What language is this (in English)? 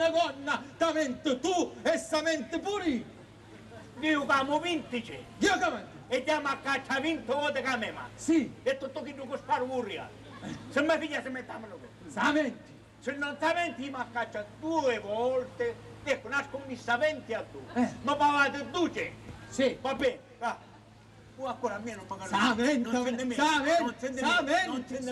Sicilian